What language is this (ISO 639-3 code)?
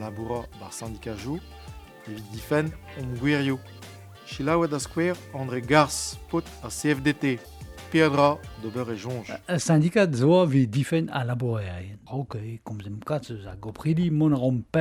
bre